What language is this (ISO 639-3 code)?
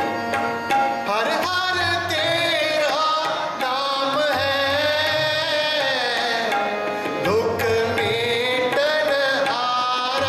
hin